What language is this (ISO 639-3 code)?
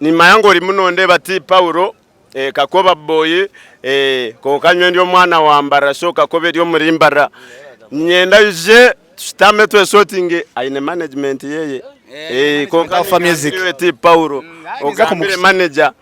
nyn